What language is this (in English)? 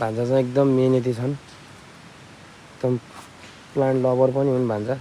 Nepali